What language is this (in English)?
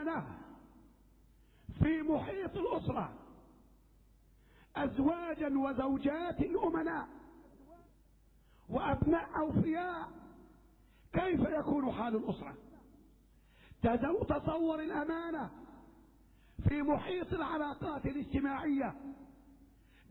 Arabic